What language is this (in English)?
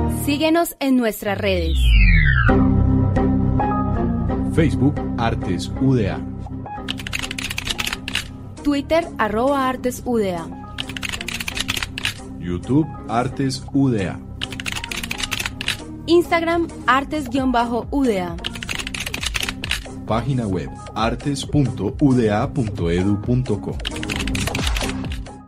Spanish